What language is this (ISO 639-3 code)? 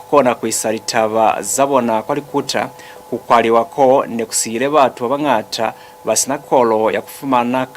loz